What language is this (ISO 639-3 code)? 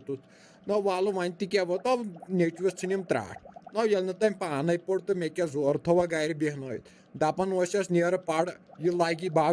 kas